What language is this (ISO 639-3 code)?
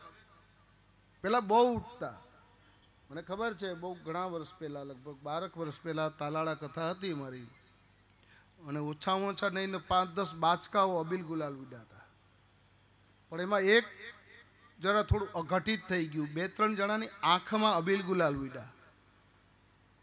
guj